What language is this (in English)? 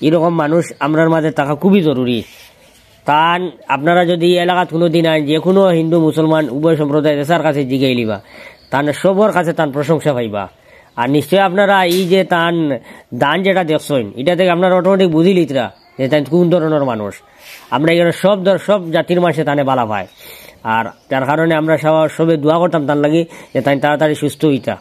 Sylheti